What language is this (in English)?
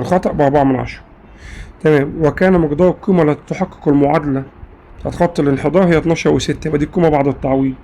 Egyptian Arabic